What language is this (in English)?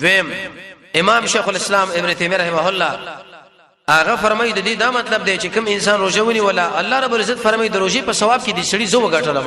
Pashto